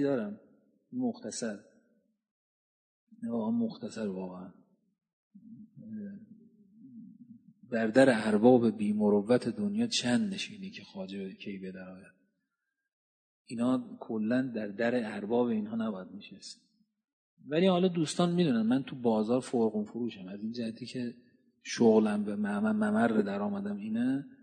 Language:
Persian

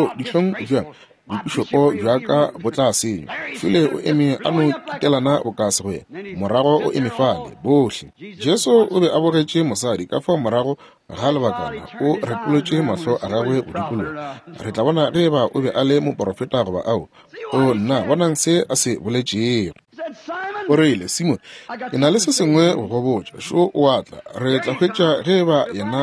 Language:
Northern Sotho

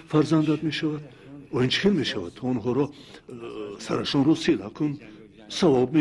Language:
Tajik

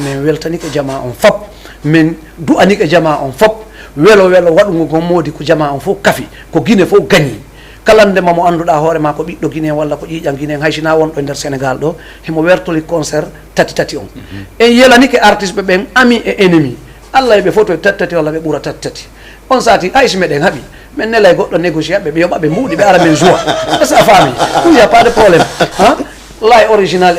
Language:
Fula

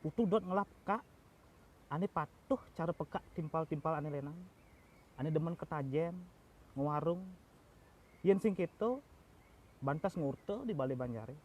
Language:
Balinese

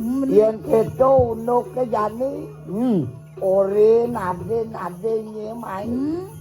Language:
Balinese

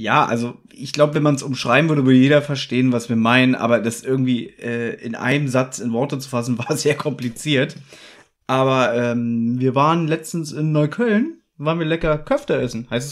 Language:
German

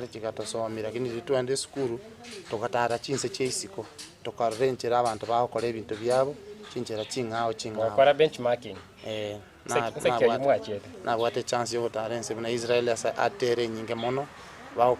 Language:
Gusii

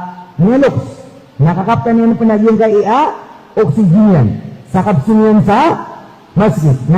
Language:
Maranao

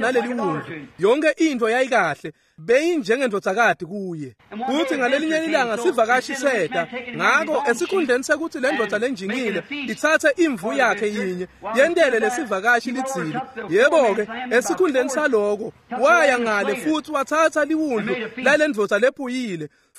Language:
Swati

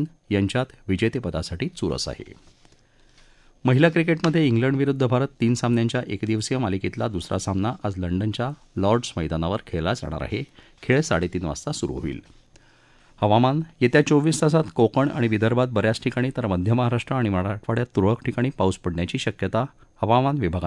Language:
Marathi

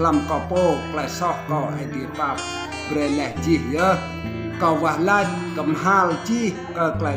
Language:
Rade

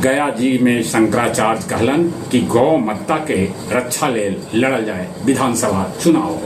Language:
Magahi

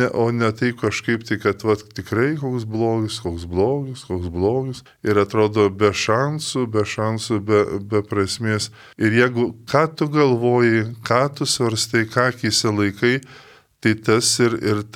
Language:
Lithuanian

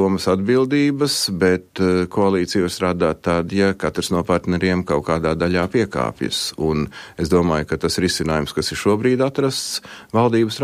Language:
Latvian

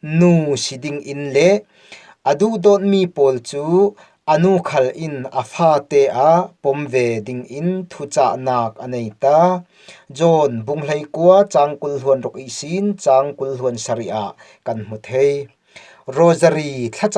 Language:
Falam Chin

